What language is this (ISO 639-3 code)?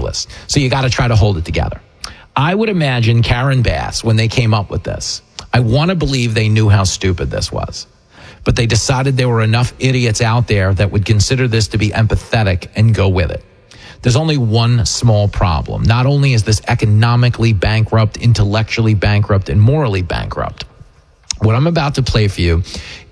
eng